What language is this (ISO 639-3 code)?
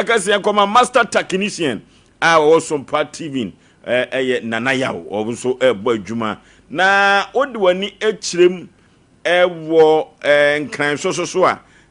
aka